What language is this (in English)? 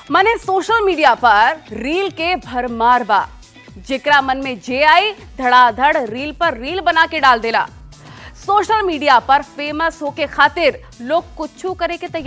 Bhojpuri